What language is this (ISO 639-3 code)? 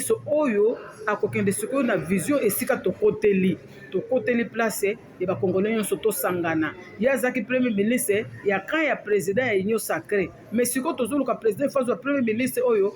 lin